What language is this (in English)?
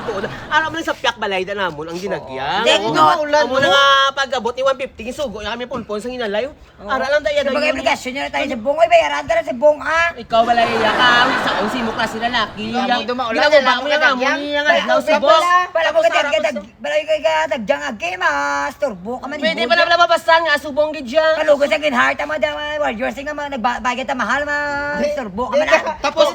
Hiligaynon